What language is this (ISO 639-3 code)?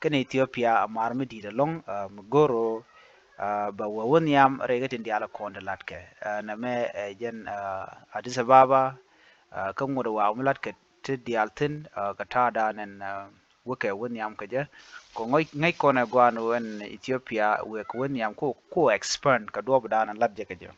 nus